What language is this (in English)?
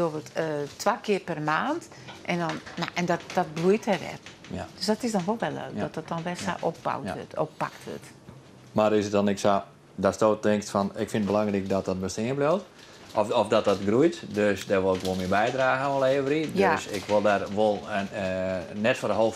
Western Frisian